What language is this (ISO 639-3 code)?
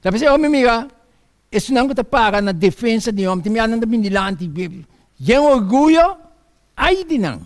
pap